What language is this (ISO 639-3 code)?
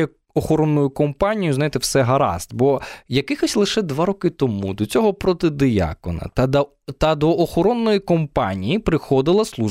ukr